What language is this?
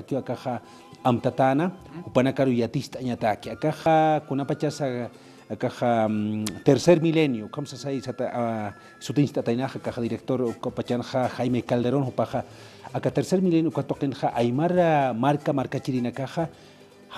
Aymara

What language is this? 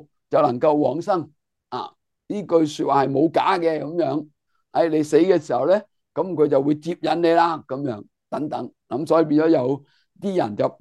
Cantonese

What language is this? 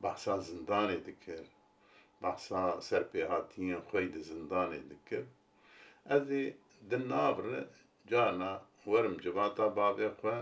Kurdish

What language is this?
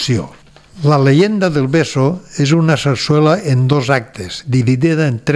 Catalan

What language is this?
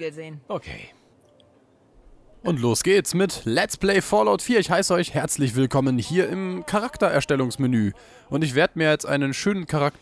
German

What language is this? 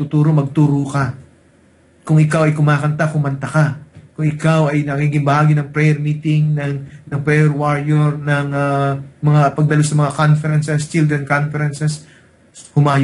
Filipino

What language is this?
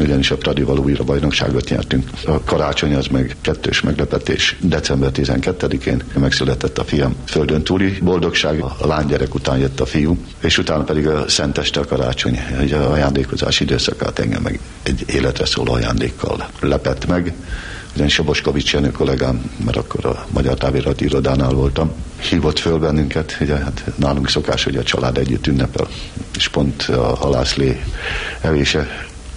Hungarian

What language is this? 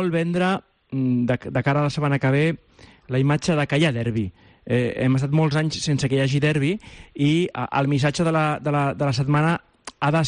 Catalan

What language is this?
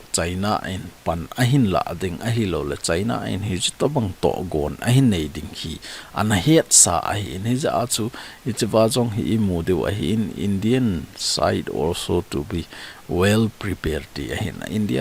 Thado Chin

